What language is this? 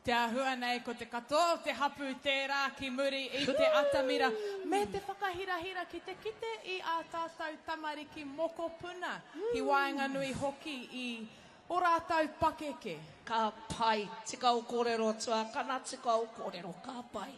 Māori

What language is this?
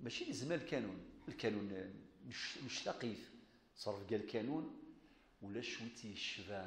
Kabyle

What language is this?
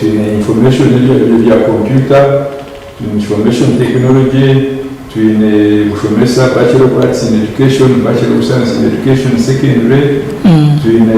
Nyankole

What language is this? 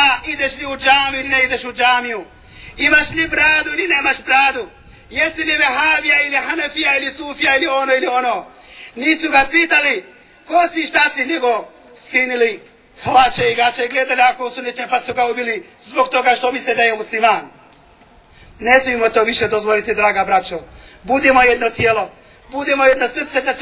Bosnian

